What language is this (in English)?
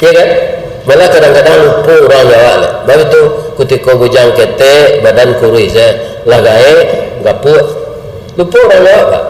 Minangkabau